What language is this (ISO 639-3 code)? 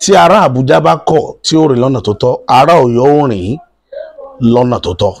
yor